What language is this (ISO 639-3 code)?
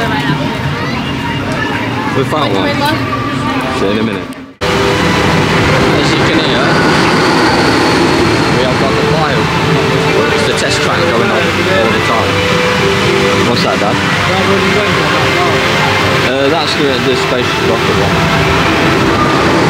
eng